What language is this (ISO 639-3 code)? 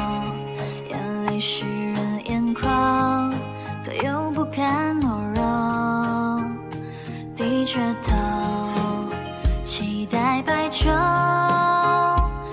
zho